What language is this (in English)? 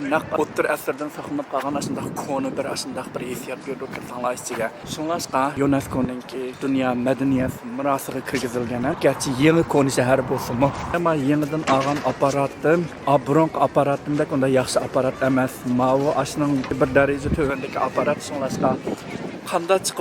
Uyghur